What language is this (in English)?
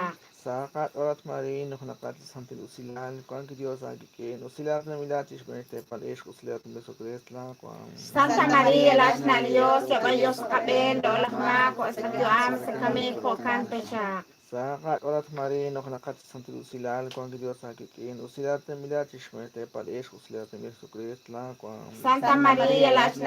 Kekchí